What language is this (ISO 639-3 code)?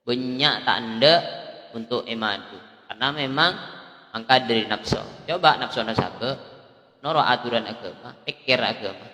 mad